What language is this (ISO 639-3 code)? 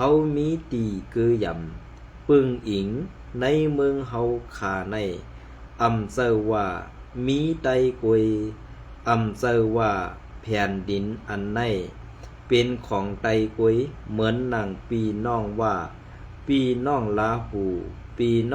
shn